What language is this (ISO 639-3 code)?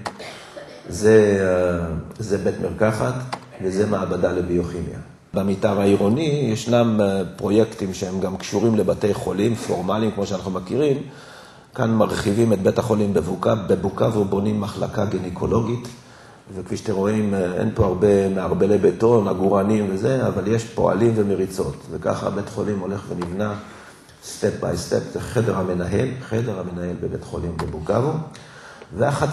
heb